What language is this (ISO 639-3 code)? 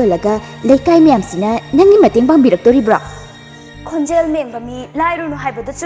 mni